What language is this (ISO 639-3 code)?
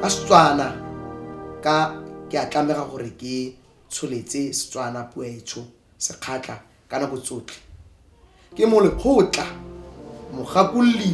tsn